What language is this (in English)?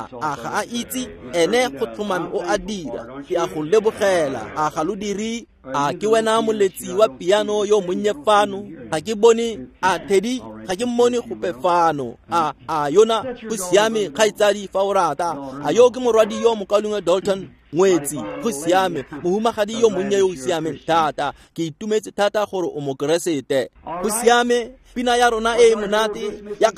Tswana